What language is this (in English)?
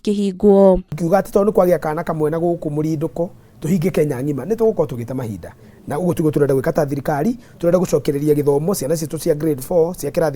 Kikuyu